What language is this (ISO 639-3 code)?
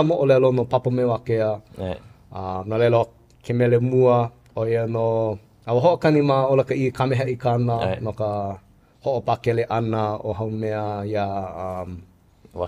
haw